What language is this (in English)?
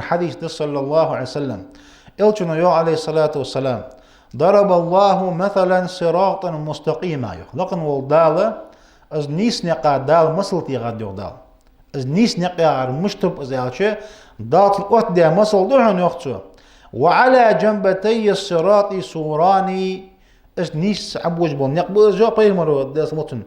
Ingush